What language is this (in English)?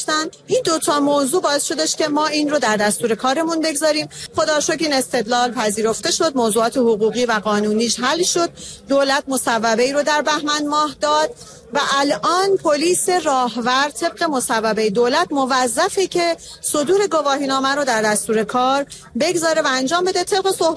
Persian